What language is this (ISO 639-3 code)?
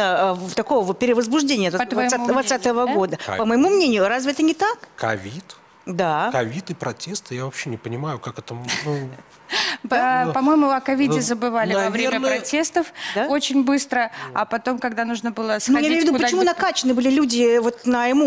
rus